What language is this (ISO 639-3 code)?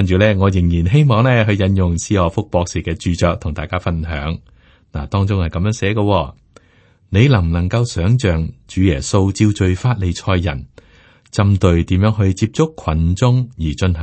yue